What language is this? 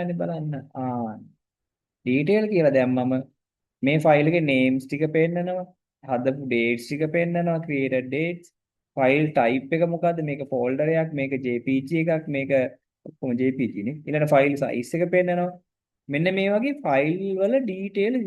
Sinhala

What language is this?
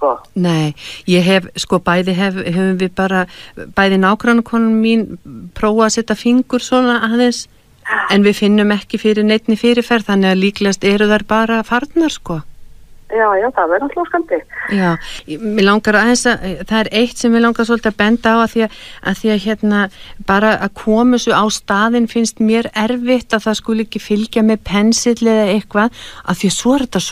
Icelandic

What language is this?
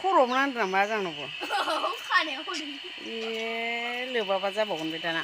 Bodo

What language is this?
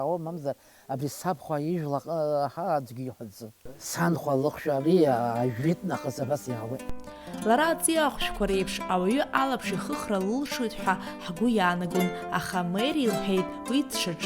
Abkhazian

